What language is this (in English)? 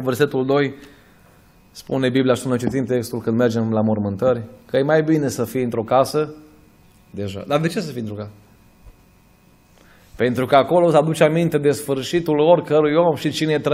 Romanian